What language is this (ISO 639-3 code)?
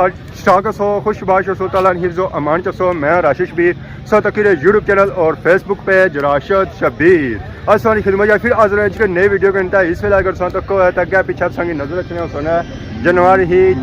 phr